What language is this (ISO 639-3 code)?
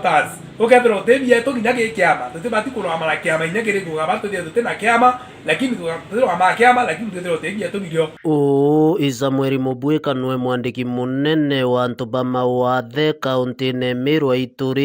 mer